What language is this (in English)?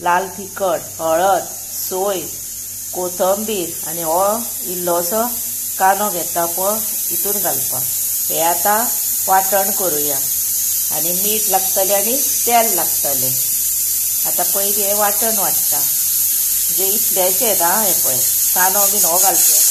Konkani